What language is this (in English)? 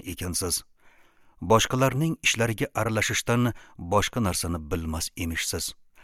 Uzbek